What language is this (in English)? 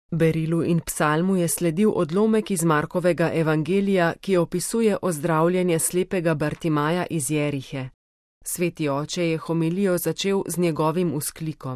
Slovenian